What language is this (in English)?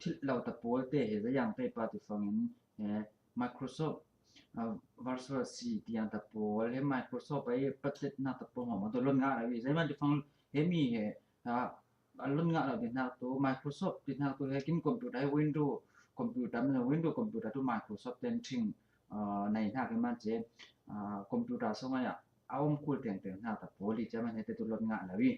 Falam Chin